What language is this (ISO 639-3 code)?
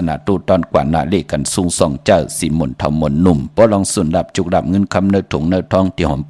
shn